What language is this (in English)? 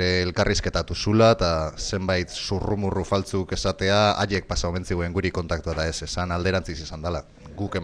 Basque